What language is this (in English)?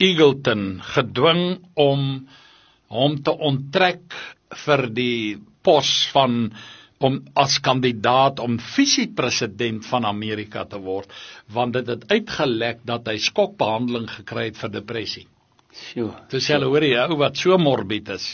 Afrikaans